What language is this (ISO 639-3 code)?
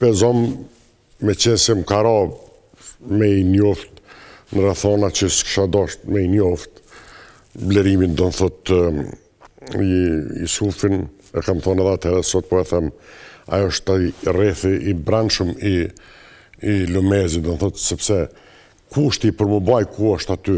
sqi